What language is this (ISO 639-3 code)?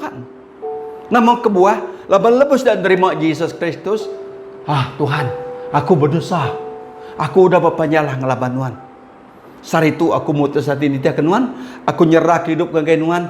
iba